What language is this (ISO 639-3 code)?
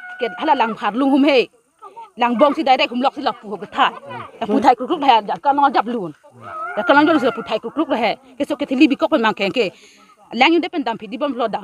mjw